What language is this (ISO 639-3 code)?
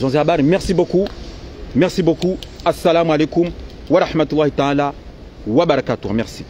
zdj